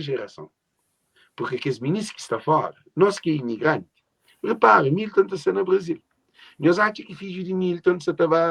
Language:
Kabuverdianu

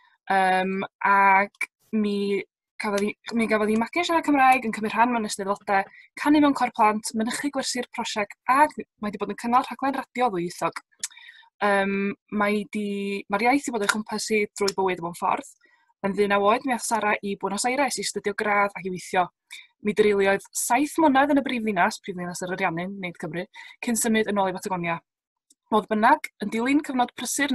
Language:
Welsh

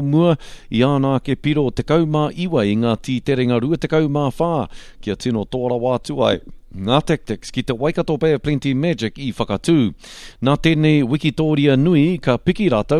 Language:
Māori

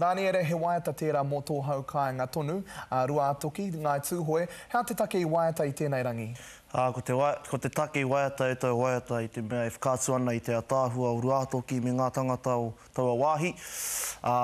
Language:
Māori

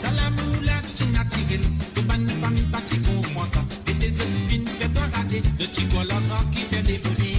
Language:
Morisyen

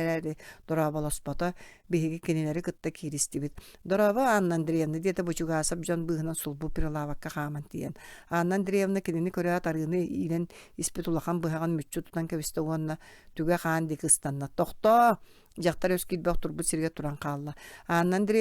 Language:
Yakut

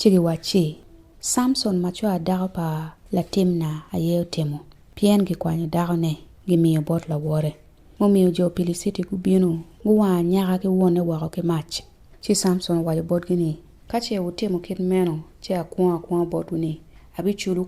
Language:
Acoli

